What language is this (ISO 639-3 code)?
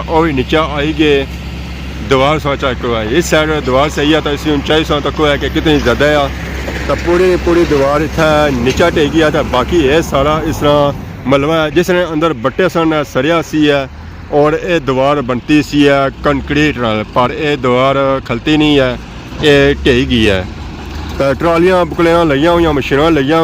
phr